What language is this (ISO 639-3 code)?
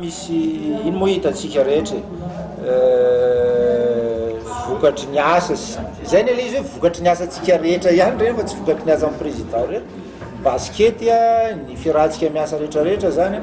mlg